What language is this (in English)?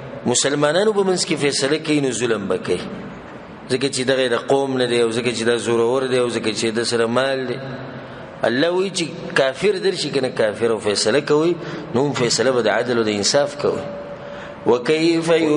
Pashto